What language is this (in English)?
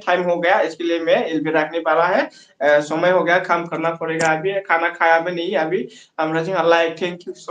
Bodo